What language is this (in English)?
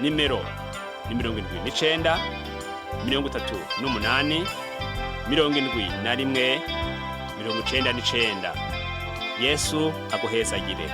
Rundi